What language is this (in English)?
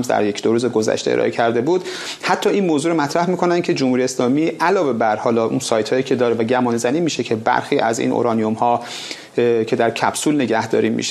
Persian